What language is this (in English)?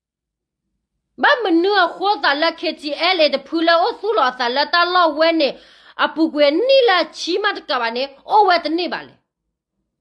S'gaw Karen